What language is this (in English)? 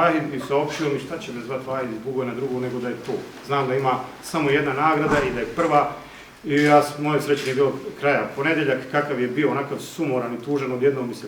Bosnian